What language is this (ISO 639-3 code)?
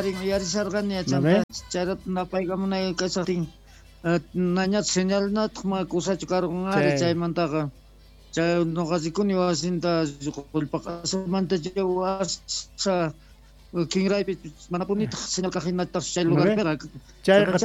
quh